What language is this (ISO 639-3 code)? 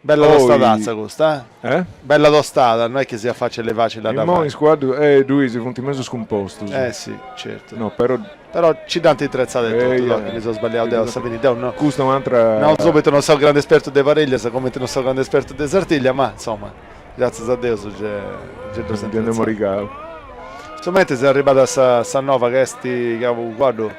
srd